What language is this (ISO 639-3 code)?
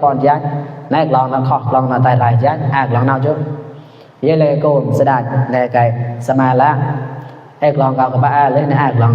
mnw